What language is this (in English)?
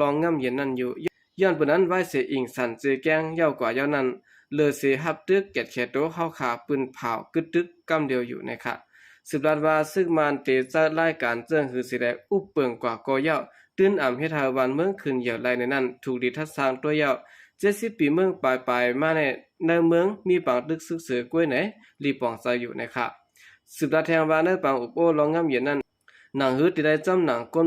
Shan